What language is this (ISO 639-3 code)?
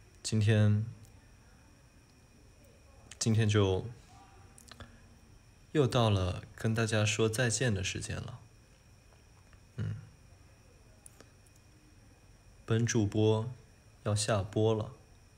zho